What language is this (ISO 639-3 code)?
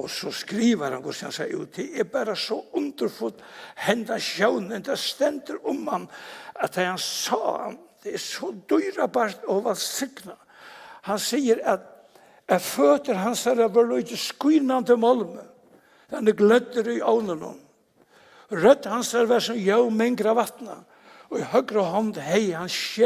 fao